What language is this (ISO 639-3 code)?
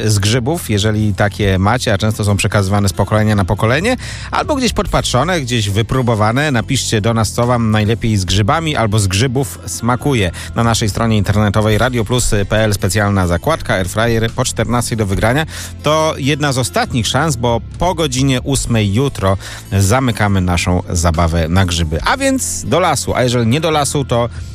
pol